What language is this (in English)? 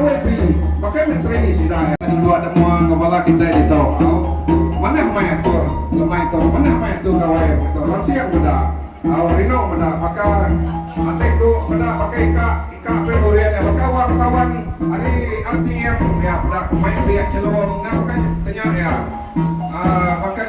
Iban